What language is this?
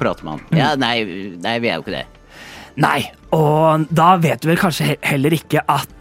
Norwegian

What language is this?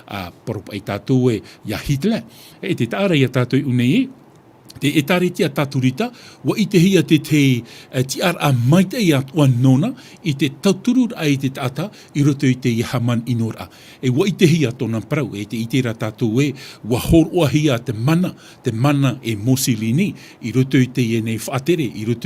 Tahitian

